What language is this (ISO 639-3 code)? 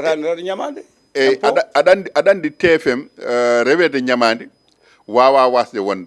ful